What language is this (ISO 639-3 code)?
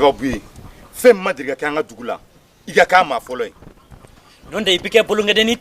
bam